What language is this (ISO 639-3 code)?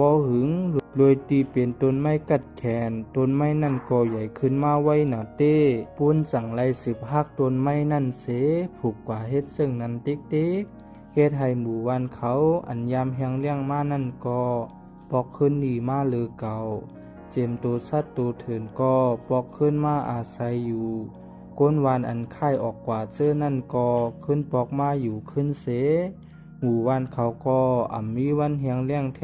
shn